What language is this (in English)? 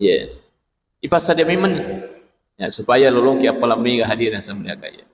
Buginese